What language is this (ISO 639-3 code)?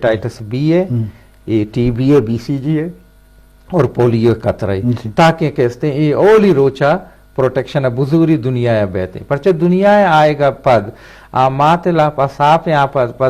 bgp